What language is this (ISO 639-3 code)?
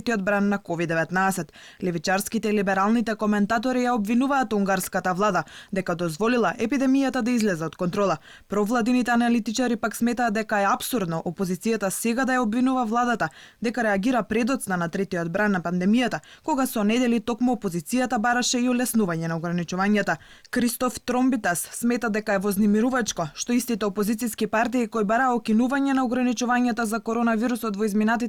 mkd